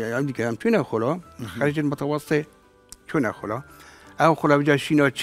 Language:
Kurdish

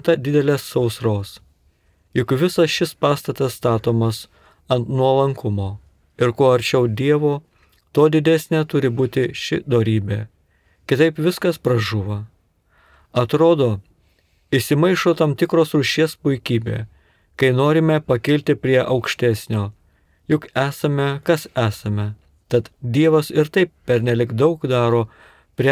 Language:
Lithuanian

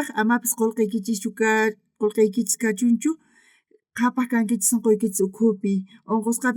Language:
South Bolivian Quechua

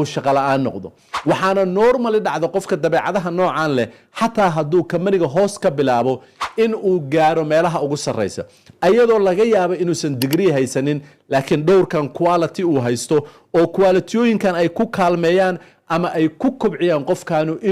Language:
Somali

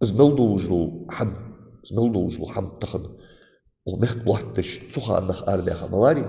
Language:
Ingush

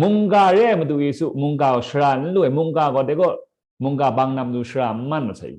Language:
Kachin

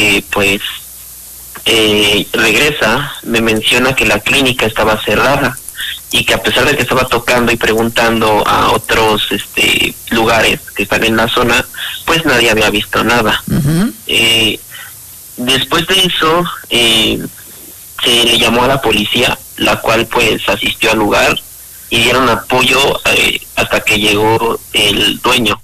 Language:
Spanish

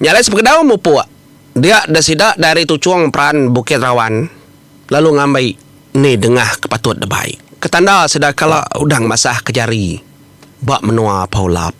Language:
Iban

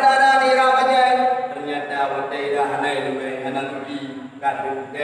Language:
Achinese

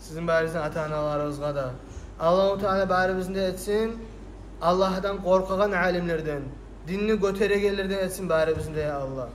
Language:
Kumyk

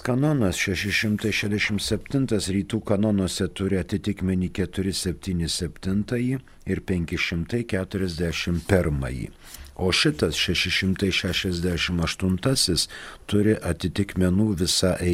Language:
Lithuanian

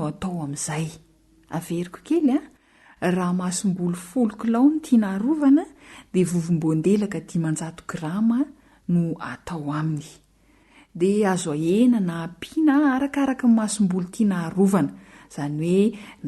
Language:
Malagasy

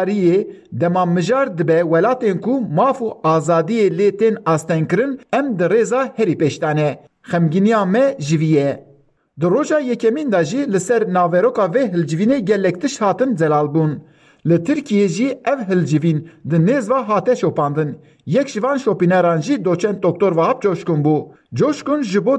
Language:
Kurdish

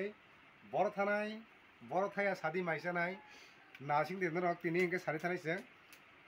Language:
Kok Borok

